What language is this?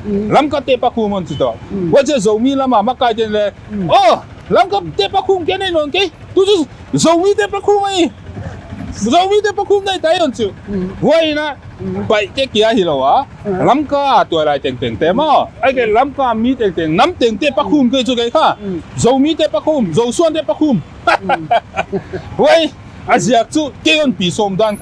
Paite Chin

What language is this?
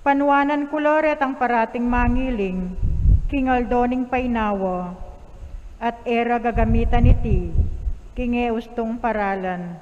Pampanga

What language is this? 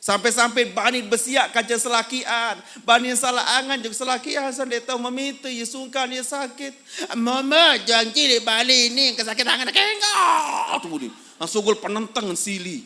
Sasak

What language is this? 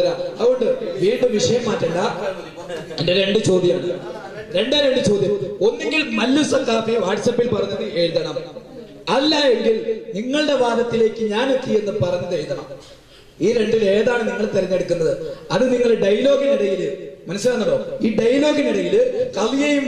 Malayalam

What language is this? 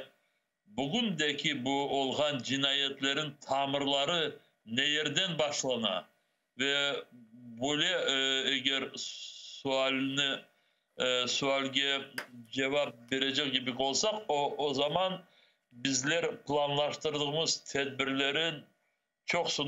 Crimean Tatar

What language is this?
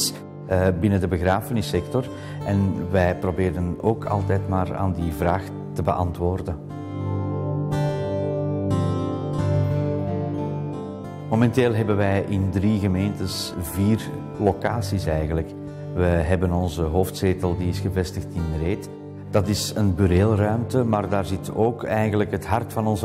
Dutch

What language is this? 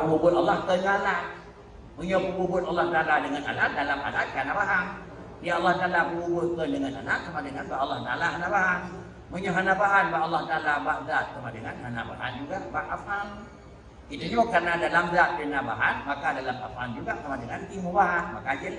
Achinese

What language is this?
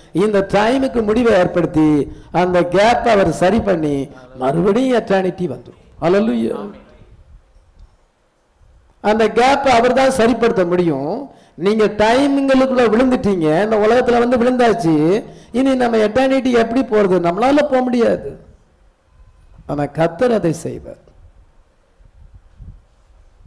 Tamil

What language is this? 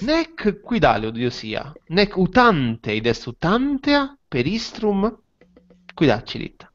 Latin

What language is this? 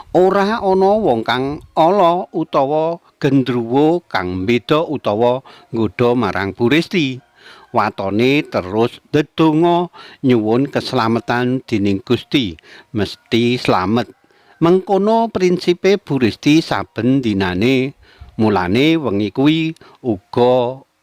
Javanese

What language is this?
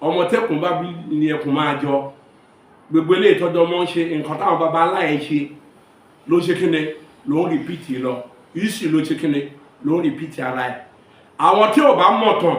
Yoruba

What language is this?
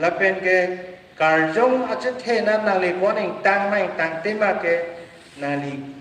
Karbi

